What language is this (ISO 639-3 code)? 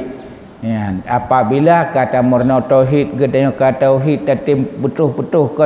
ace